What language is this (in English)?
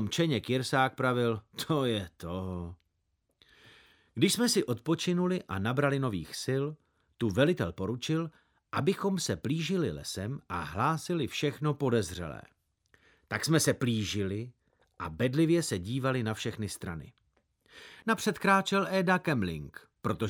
Czech